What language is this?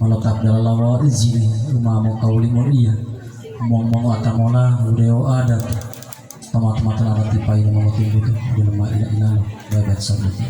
Gorontalo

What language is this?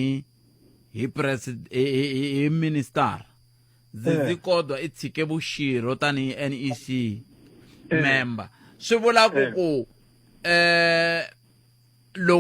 Tsonga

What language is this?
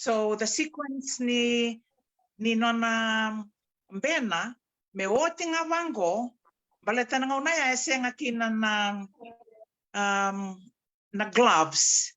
Fijian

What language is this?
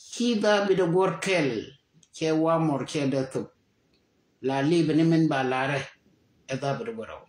Nuer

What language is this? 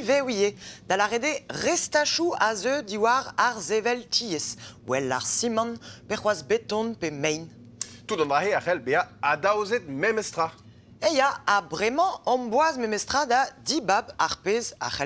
Breton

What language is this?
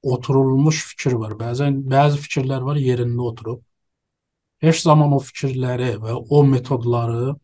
South Azerbaijani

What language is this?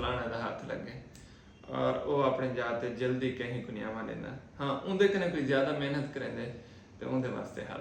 Saraiki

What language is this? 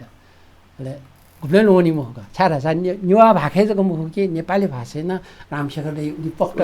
Newari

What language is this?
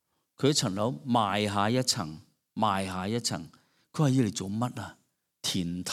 Cantonese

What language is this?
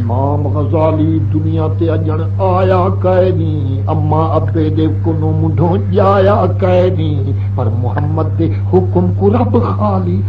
Saraiki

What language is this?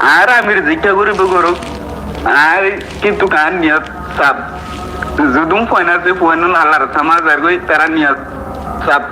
Rohingya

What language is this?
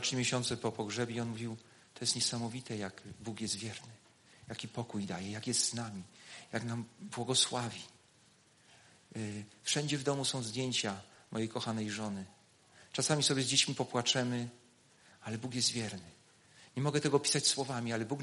Polish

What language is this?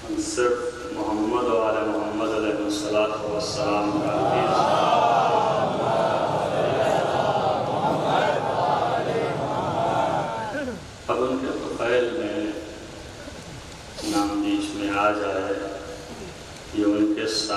Urdu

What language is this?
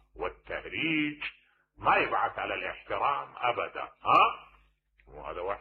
Mesopotamian Arabic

